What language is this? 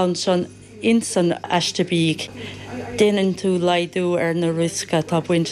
Irish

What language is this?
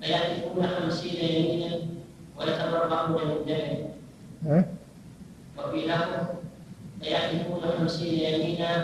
Arabic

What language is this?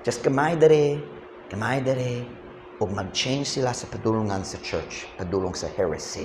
Cebuano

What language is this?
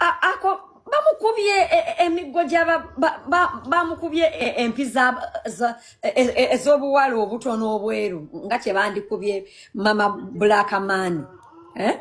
Ganda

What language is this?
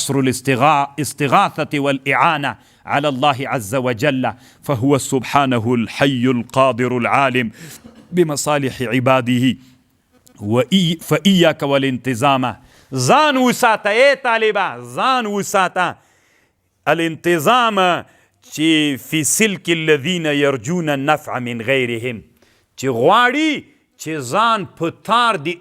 Pashto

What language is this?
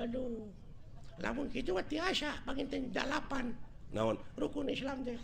Sundanese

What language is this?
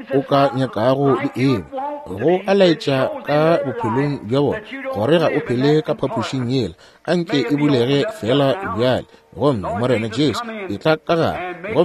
Northern Sotho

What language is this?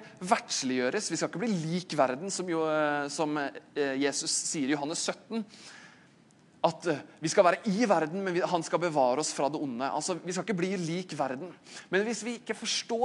Norwegian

